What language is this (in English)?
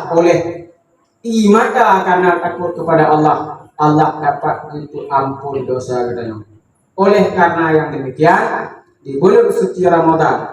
Achinese